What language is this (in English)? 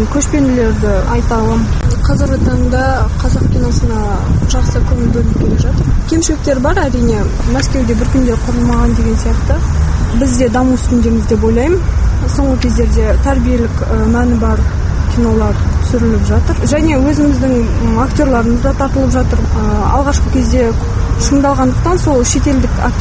Kazakh